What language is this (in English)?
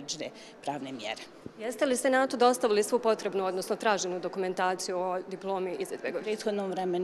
Bosnian